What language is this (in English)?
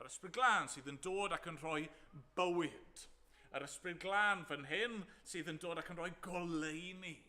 Welsh